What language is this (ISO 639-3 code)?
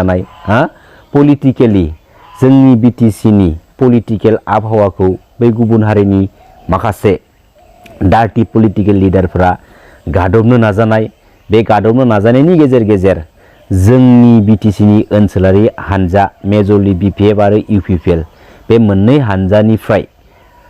brx